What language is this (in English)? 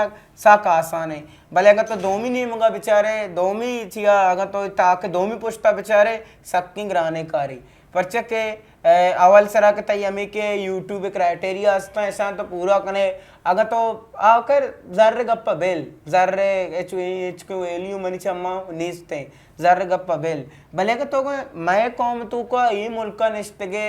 Eastern Balochi